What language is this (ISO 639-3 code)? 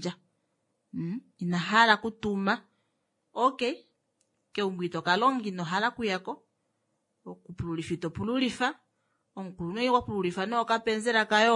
kua